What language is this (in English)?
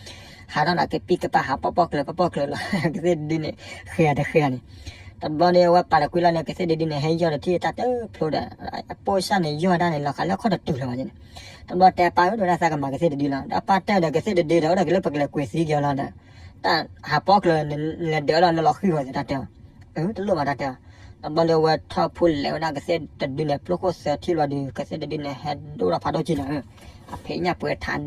S'gaw Karen